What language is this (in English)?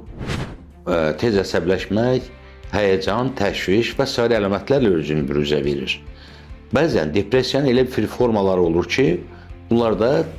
Azerbaijani